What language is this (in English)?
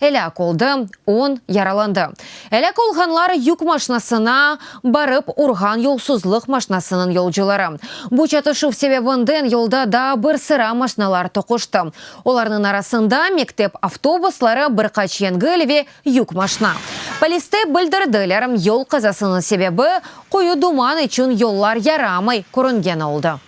Crimean Tatar